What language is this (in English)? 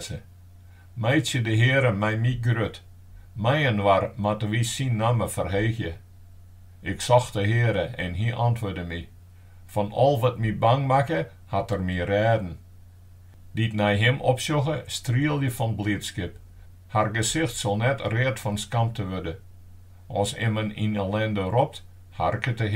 Western Frisian